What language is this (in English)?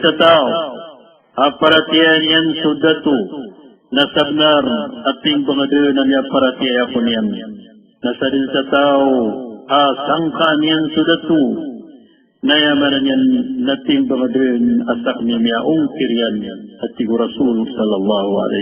Maranao